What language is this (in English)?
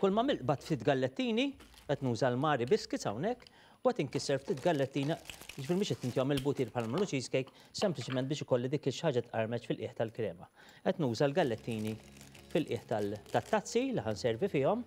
Maltese